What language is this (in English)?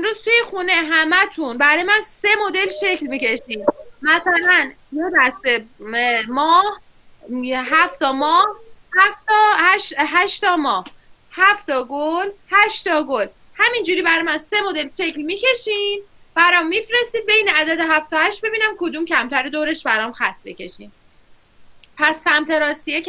Persian